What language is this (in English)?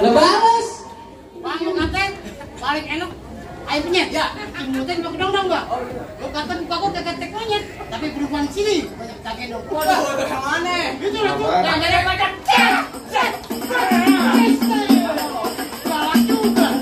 Betawi